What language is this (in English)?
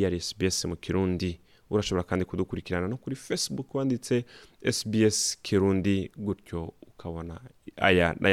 Rundi